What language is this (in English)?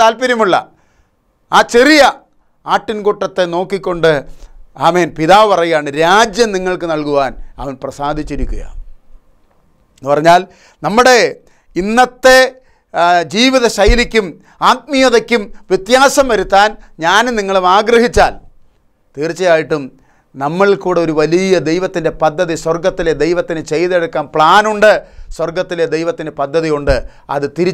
Malayalam